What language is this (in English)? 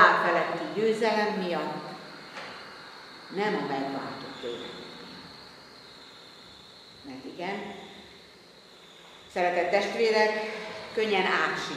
Hungarian